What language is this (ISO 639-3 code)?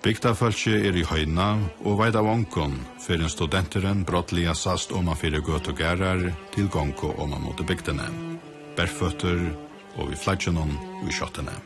fao